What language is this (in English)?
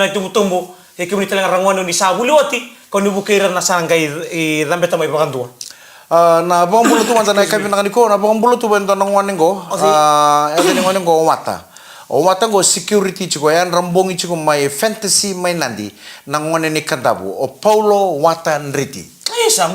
Fijian